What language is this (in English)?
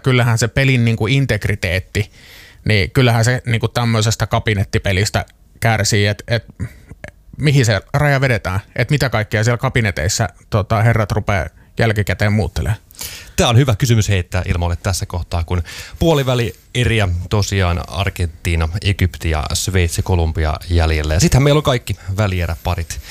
Finnish